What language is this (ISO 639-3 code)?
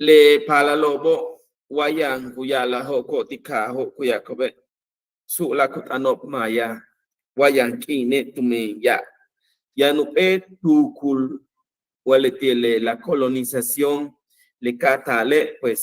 yua